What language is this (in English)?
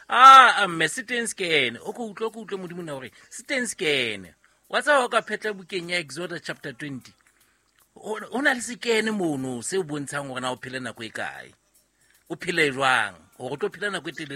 Southern Sotho